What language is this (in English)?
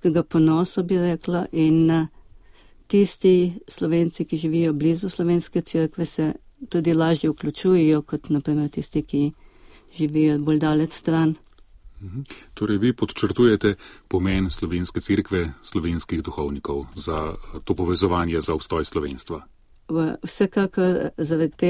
Slovenian